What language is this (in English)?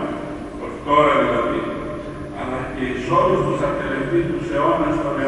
Greek